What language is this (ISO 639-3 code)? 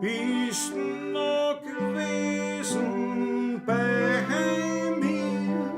bar